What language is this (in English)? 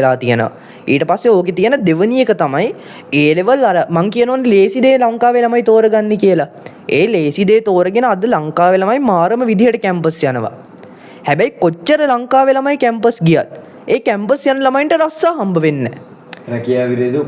Sinhala